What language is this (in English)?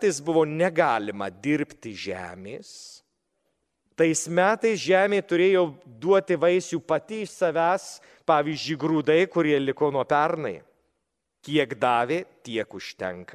Lithuanian